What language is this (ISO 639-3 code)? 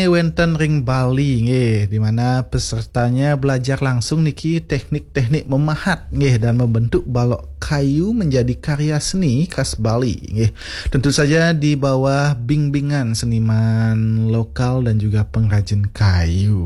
ban